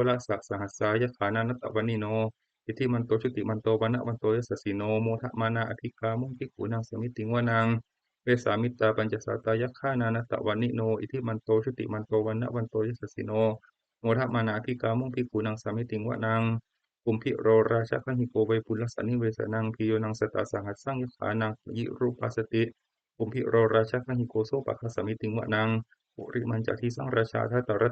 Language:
Pali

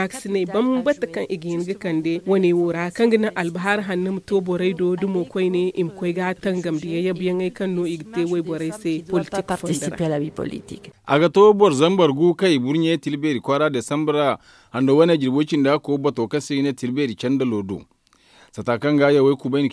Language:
Zarma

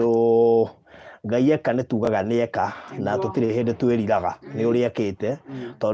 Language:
Kikuyu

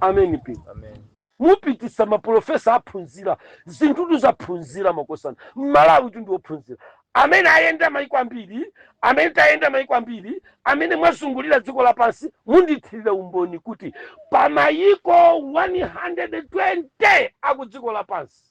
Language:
Nyanja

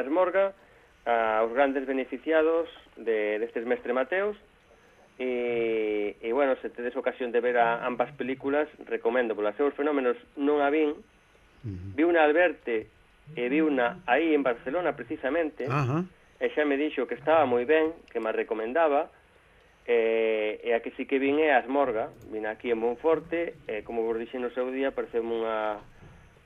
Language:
Galician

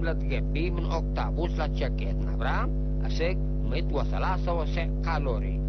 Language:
Tigre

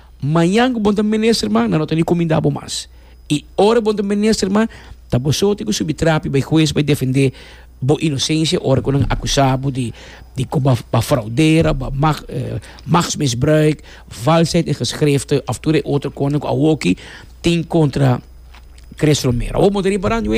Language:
Papiamento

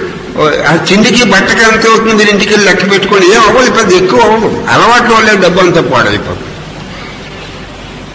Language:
Telugu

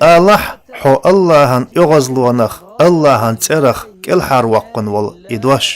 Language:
Chechen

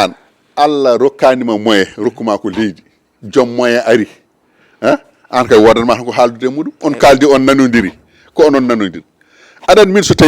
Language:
Fula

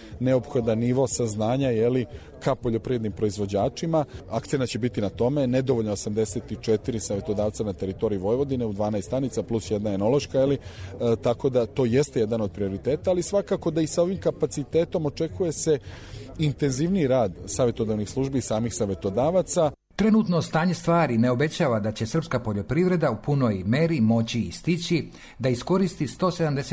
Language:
Serbian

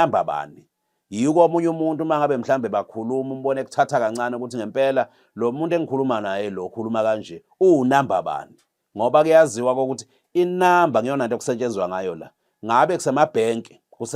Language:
Zulu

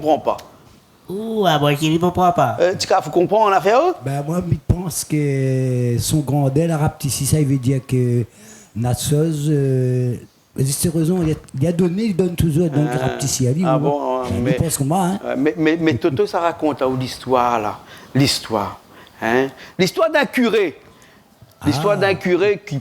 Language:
Réunion Creole French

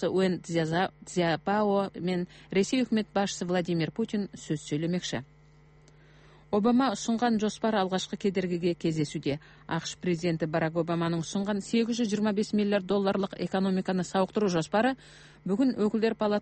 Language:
Kazakh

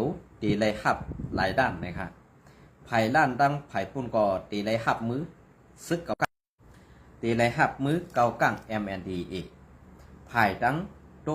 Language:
Shan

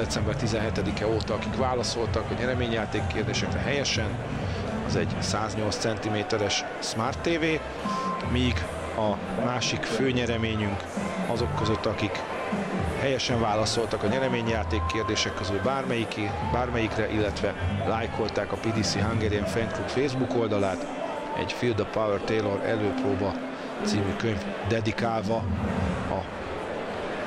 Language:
Hungarian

